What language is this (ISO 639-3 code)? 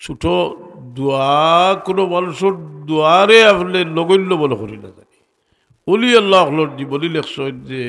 syl